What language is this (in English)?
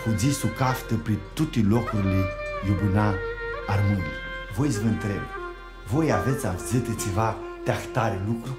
Aromanian